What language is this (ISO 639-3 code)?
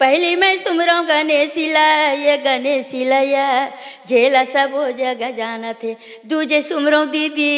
hne